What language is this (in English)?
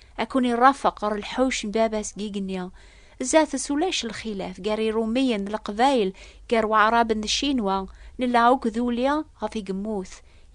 Kabyle